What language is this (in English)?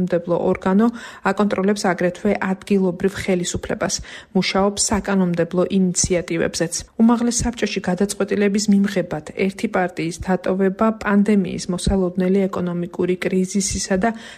Georgian